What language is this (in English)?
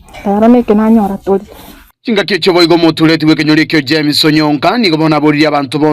Gusii